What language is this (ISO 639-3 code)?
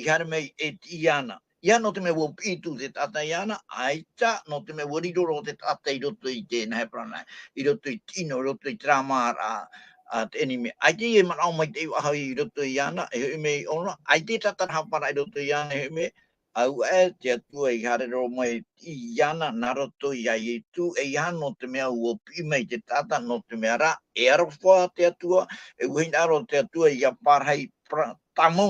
tah